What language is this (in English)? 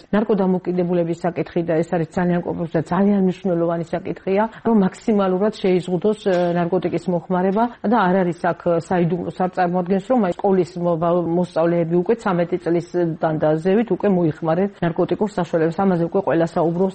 Georgian